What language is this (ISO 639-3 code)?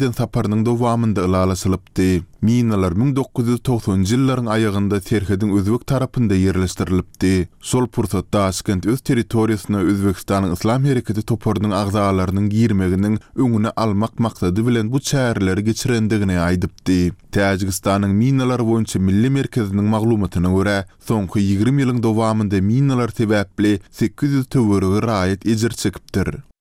tuk